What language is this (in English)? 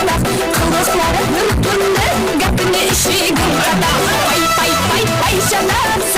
Kara-Kalpak